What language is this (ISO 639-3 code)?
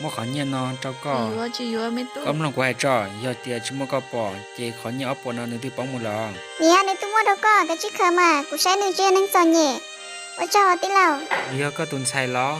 hmn